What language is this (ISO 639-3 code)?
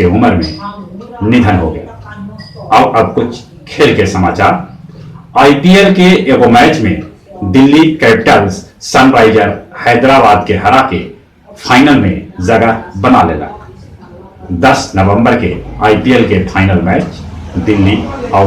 mag